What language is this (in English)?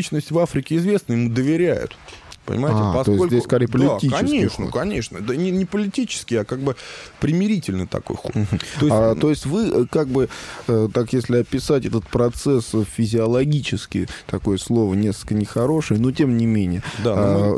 Russian